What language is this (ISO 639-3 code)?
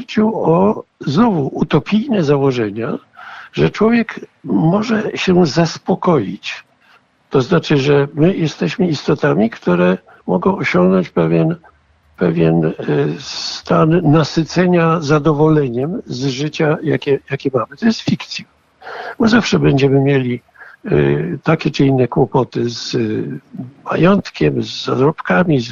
pol